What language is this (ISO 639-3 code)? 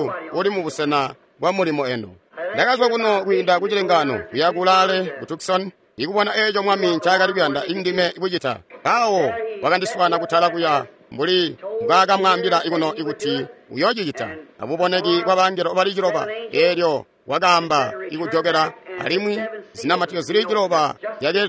toi